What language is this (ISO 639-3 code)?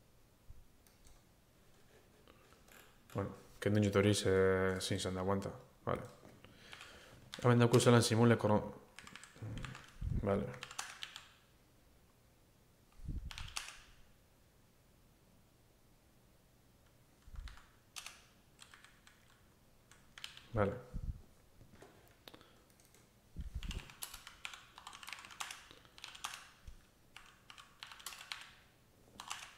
eus